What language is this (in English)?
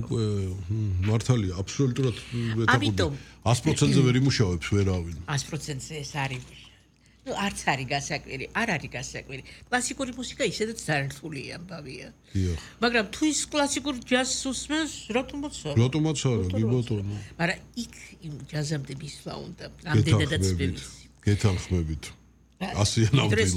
Georgian